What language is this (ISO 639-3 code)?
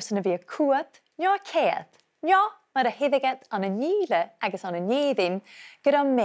gla